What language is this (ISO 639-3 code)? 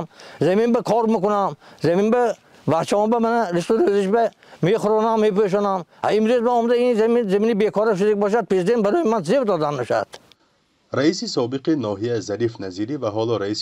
tgk